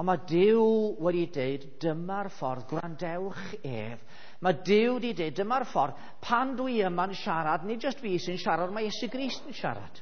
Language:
Welsh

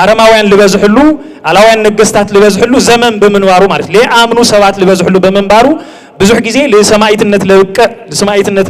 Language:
Tigrinya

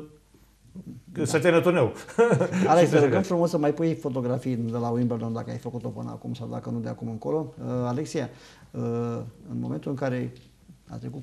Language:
Romanian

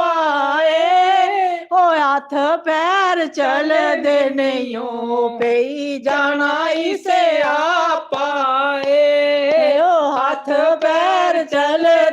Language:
Dogri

